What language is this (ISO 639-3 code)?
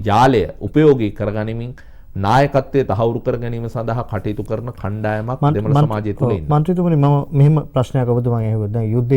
sin